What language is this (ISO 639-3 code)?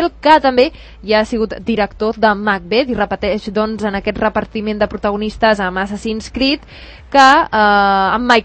cat